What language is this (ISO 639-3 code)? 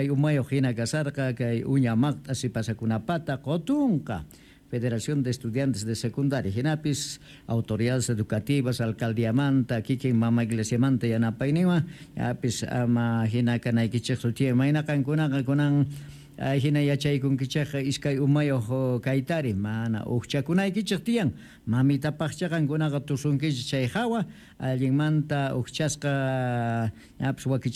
quh